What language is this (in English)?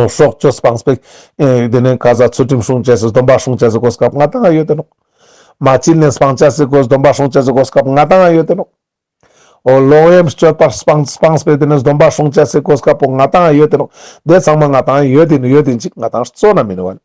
Ladakhi